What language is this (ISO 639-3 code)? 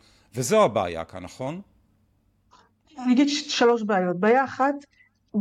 heb